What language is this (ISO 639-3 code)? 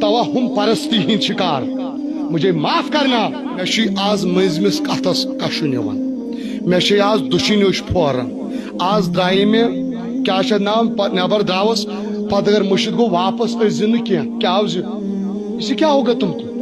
kas